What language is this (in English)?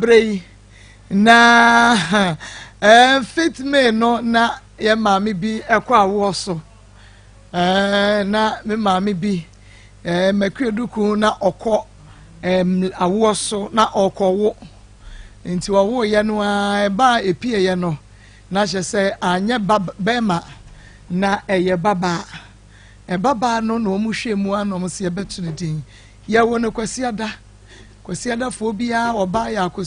Akan